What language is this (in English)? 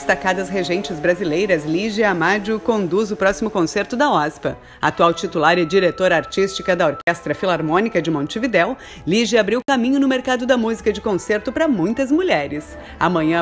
Portuguese